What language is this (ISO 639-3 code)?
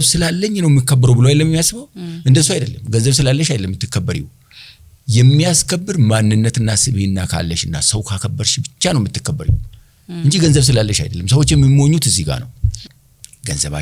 amh